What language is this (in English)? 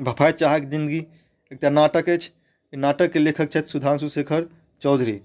Maithili